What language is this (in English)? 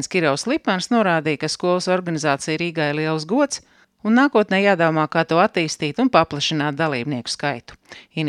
Latvian